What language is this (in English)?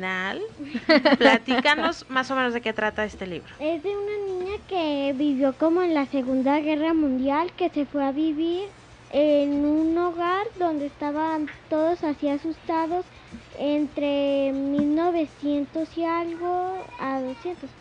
Spanish